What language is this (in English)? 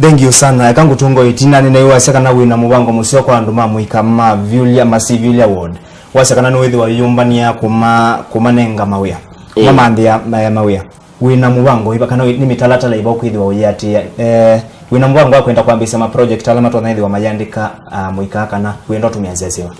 Kamba